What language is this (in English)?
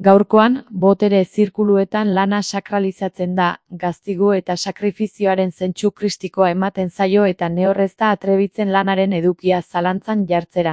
Basque